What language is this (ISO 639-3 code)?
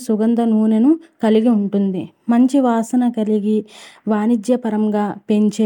tel